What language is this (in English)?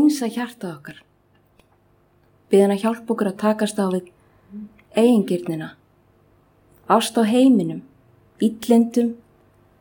Icelandic